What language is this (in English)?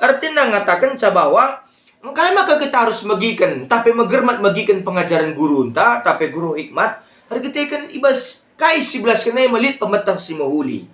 Batak Karo